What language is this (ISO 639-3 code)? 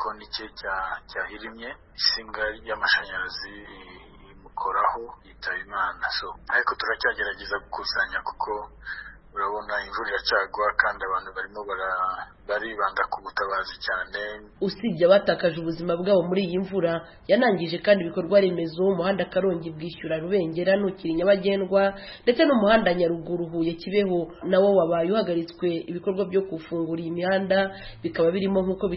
kin